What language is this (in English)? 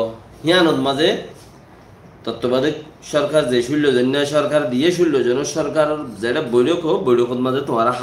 Rohingya